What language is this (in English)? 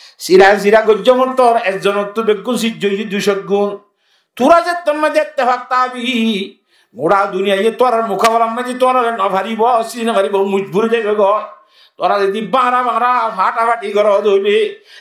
Rohingya